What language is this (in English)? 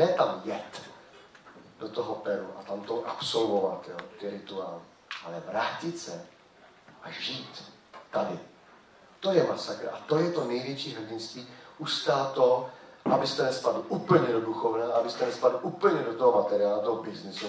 Czech